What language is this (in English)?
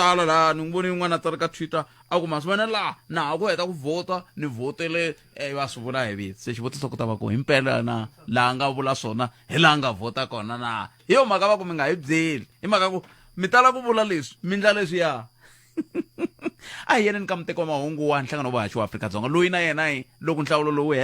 Tsonga